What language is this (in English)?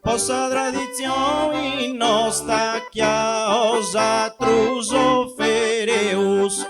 Sardinian